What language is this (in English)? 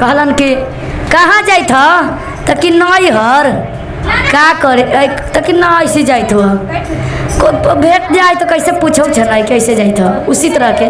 Magahi